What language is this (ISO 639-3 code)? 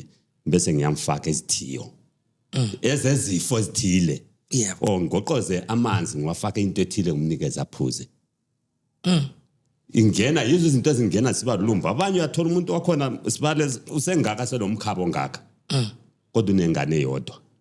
zul